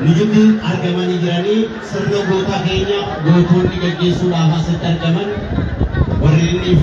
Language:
Oromo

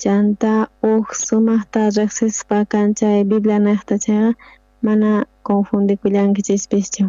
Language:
South Bolivian Quechua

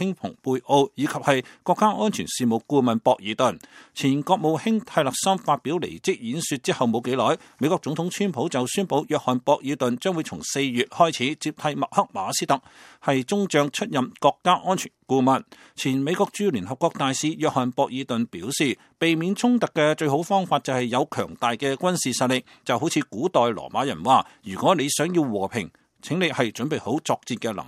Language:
Cantonese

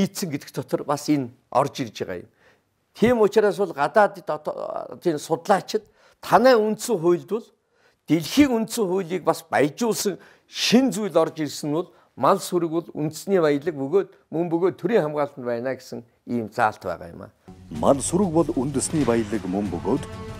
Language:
Mongolian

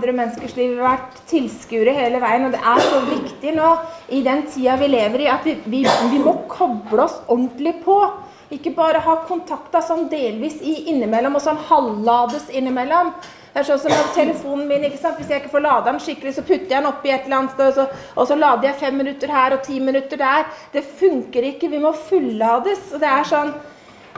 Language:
Norwegian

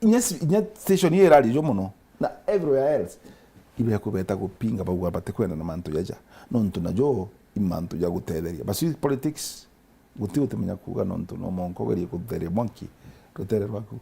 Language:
Meru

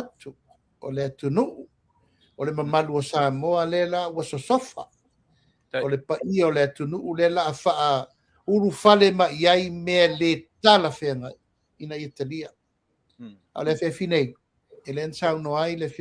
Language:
Samoan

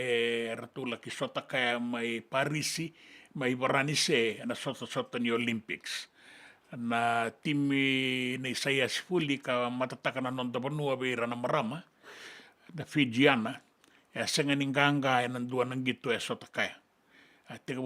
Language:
Fijian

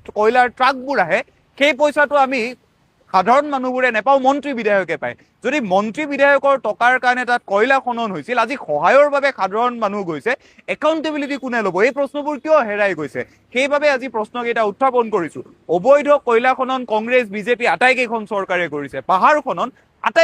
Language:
Assamese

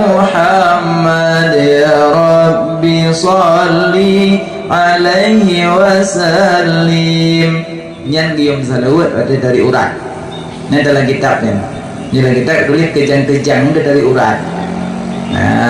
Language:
Achinese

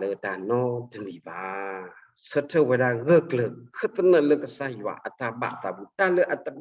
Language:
S'gaw Karen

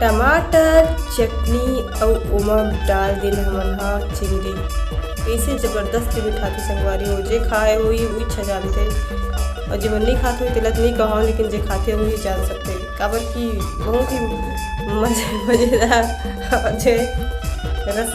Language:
Chhattisgarhi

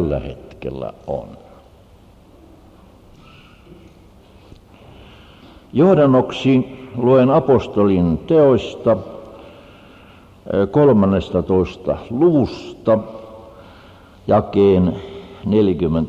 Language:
Finnish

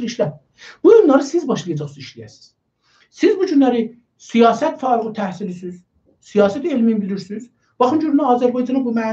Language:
South Azerbaijani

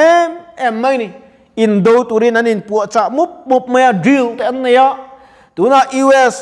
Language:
Mizo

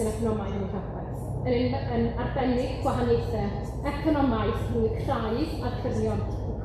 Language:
Welsh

